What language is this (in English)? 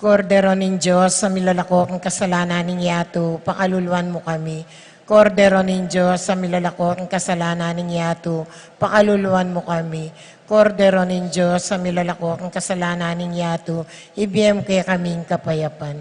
Pampanga